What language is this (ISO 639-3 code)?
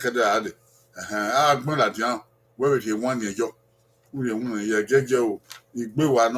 bin